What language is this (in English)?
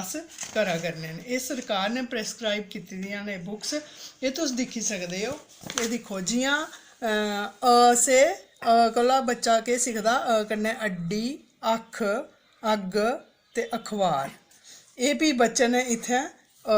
Dogri